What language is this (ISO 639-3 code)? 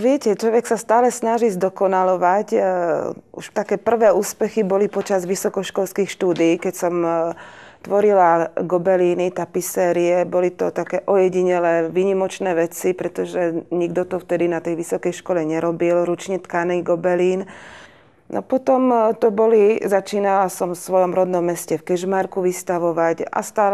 slk